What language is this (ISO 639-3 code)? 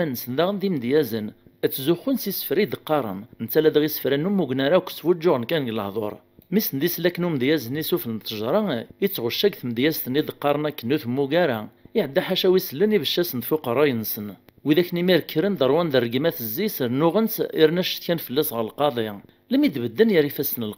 kab